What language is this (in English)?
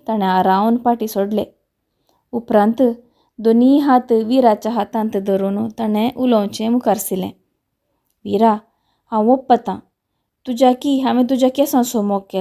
Konkani